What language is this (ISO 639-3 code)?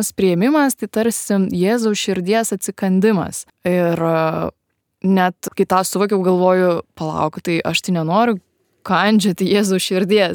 lit